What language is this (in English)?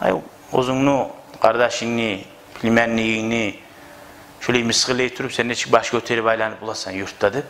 Kumyk